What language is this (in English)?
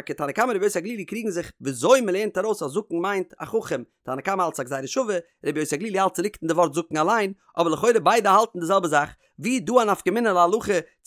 Yiddish